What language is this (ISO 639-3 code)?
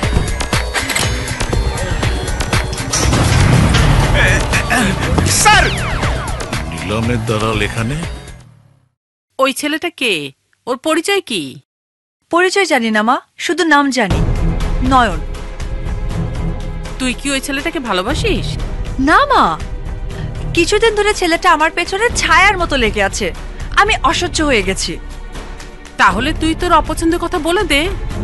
ben